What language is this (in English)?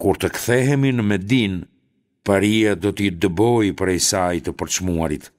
Albanian